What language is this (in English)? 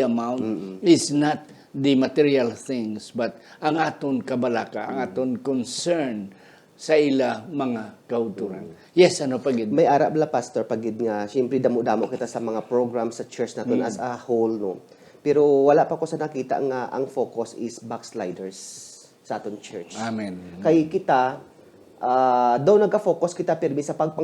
Hiligaynon